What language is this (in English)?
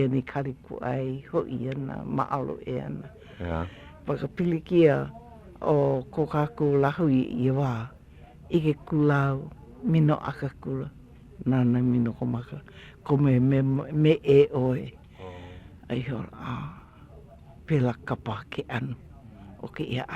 Hawaiian